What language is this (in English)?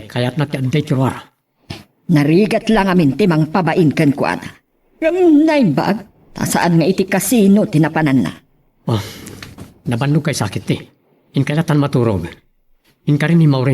Iloko